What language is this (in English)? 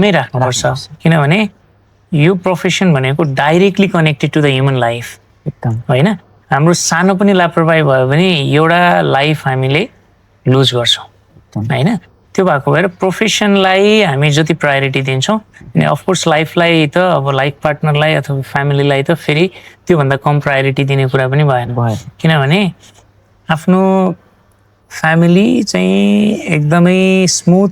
Nepali